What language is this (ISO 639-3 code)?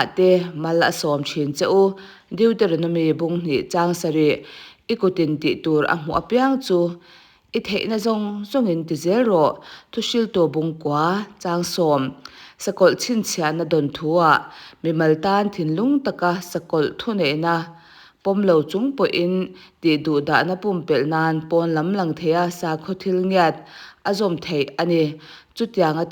lus